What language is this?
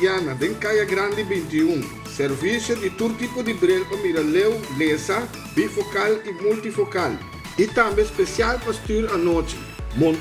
Papiamento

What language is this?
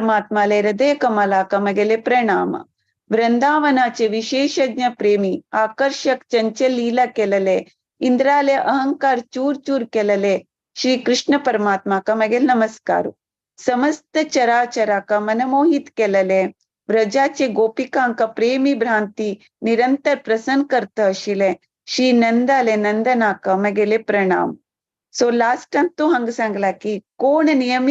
Konkani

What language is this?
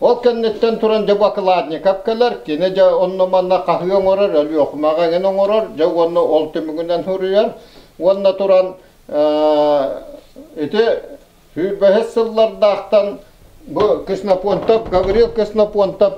Yakut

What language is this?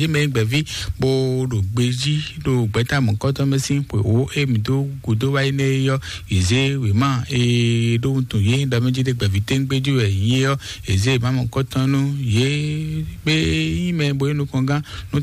Fon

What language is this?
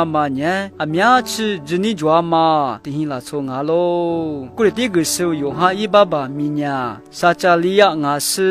Lisu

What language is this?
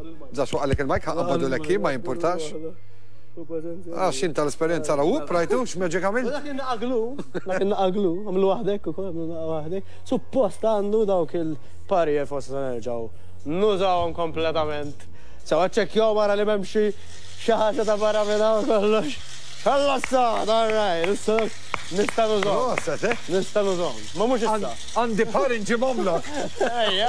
Maltese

